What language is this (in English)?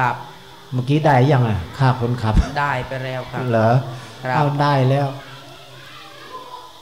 Thai